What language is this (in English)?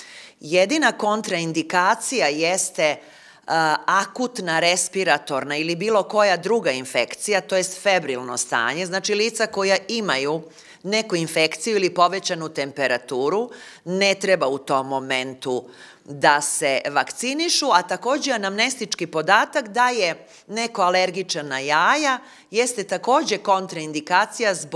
Serbian